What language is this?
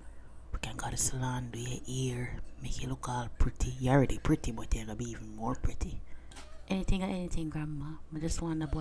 Jamaican Creole English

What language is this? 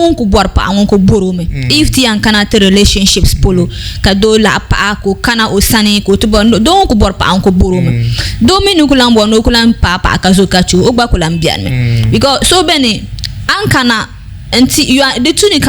Dagbani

